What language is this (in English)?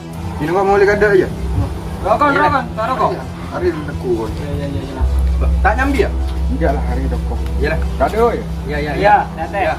Madurese